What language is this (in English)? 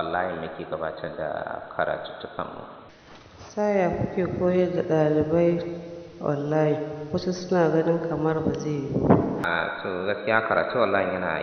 Hausa